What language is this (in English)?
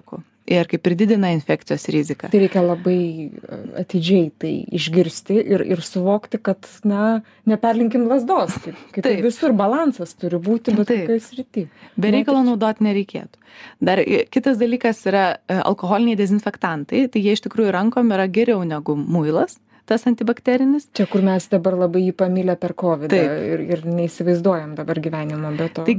Lithuanian